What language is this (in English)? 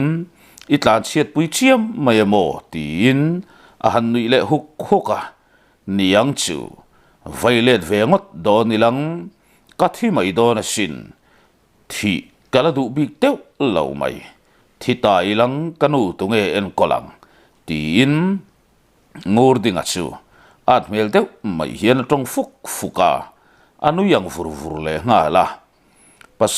Mizo